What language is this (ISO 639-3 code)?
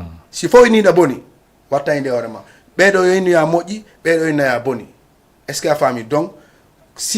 ful